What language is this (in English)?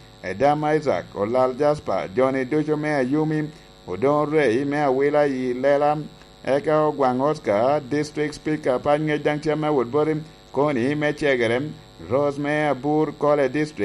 Lango (Uganda)